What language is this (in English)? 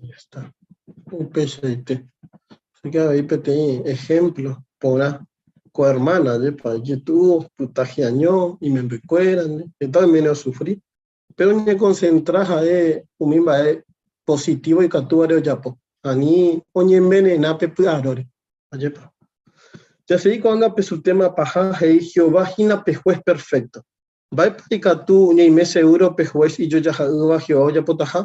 Guarani